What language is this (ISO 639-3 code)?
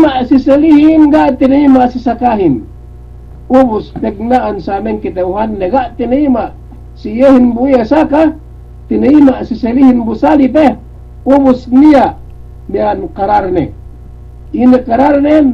yka